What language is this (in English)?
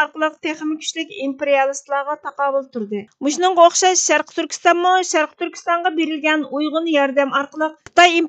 Uyghur